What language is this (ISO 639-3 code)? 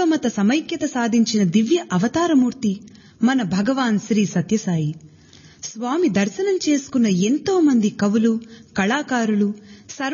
tel